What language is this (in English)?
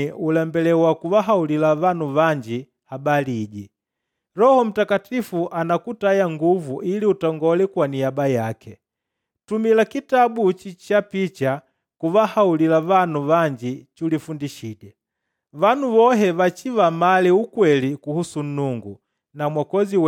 Makonde